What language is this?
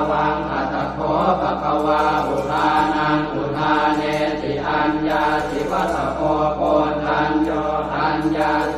Pali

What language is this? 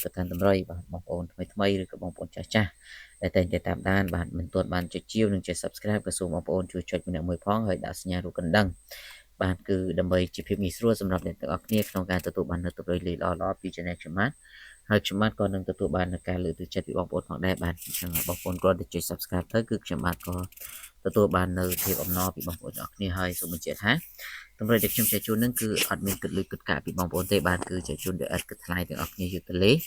Khmer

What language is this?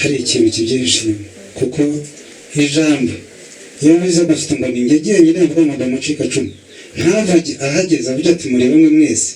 Kinyarwanda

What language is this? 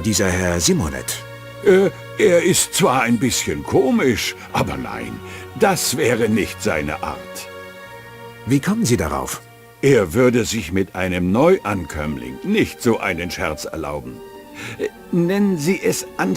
Bavarian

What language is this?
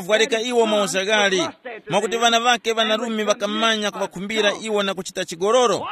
Tumbuka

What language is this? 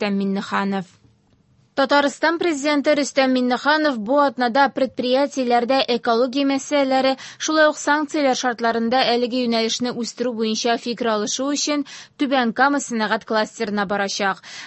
Tatar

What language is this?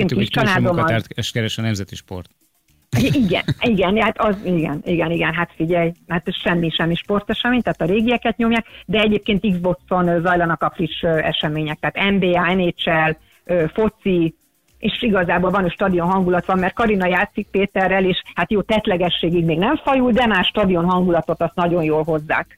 Hungarian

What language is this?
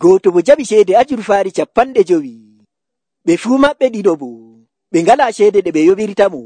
Nigerian Fulfulde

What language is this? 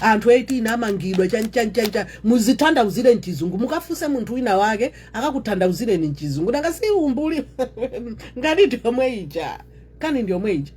Nyanja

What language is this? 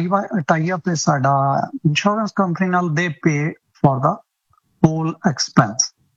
Punjabi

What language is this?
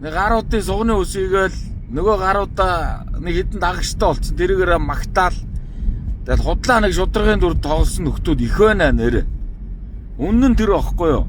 Mongolian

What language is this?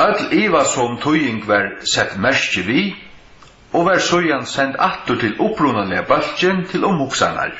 Faroese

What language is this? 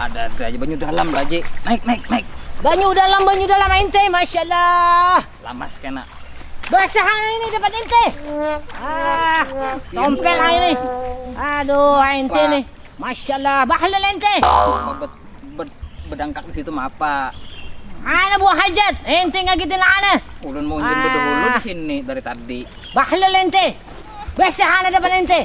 Banjar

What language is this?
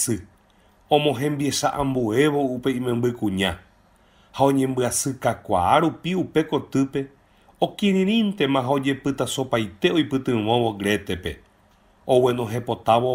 Guarani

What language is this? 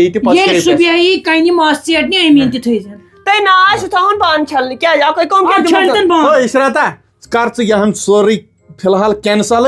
Kashmiri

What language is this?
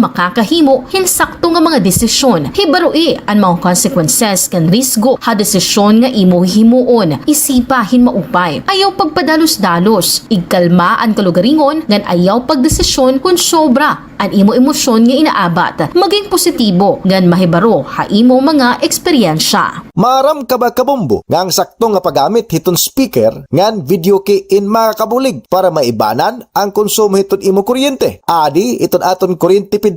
Waray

